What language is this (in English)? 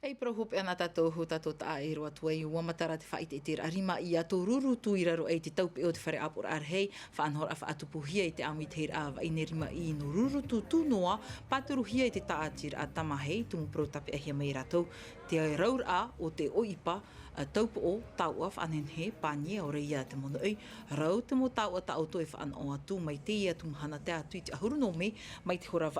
Tahitian